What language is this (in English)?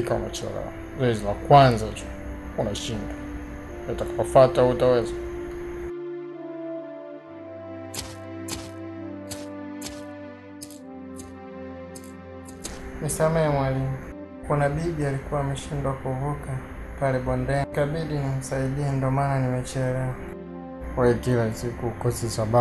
Swahili